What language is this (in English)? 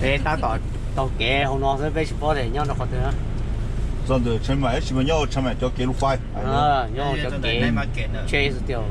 Hmong